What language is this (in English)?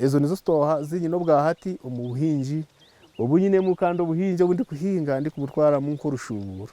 Nyankole